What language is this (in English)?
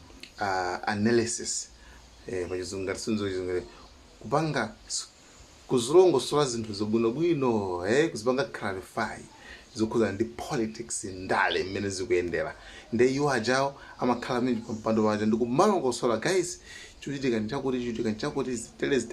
Nyanja